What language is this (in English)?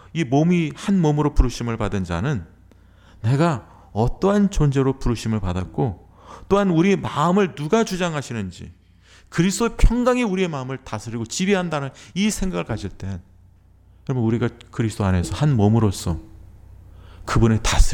Korean